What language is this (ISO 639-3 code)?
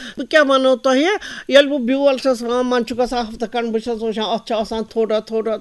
kas